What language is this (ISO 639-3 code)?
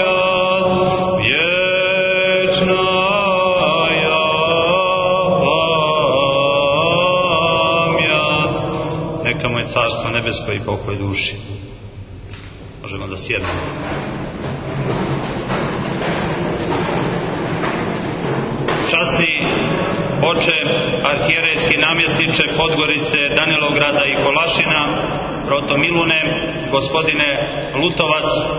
srp